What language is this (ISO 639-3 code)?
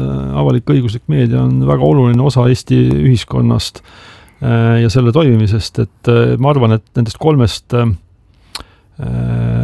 est